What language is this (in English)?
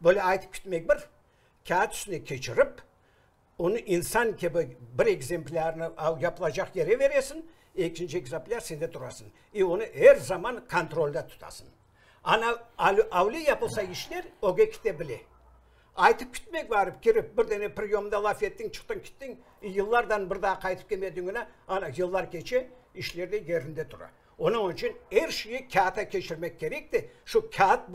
Crimean Tatar